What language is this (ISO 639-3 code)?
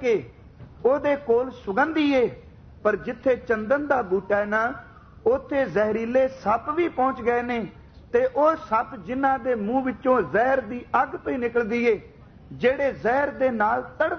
pan